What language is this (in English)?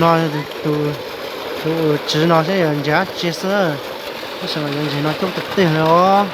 Hmong